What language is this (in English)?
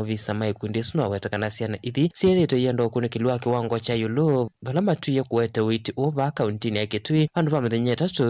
Kamba